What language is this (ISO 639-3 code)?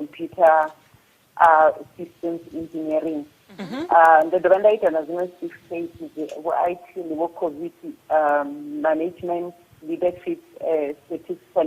ven